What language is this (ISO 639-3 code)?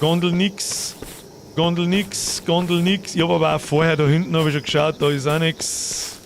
bar